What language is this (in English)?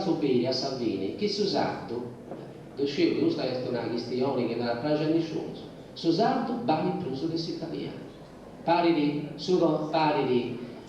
Sardinian